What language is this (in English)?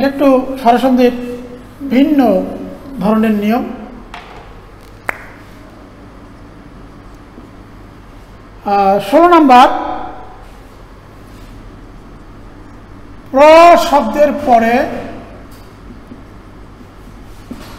Bangla